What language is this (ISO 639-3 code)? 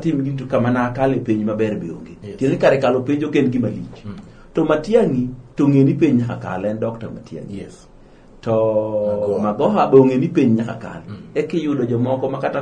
luo